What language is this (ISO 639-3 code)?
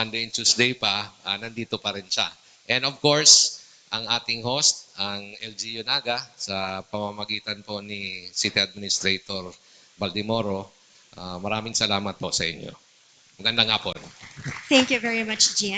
bik